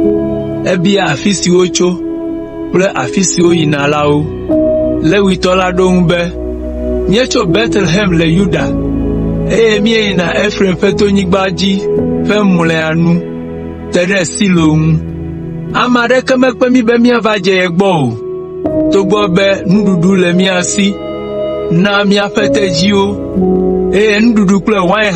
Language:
Ewe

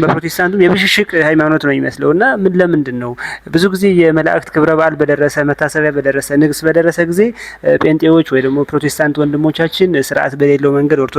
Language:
Amharic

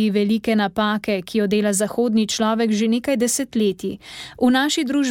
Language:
Slovenian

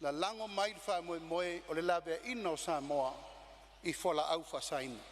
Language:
Samoan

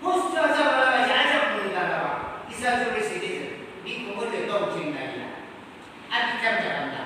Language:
Yimchungru Naga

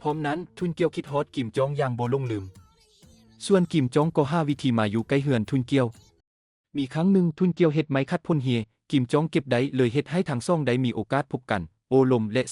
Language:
Lao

